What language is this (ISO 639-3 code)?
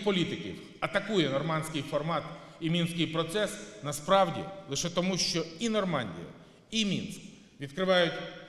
ukr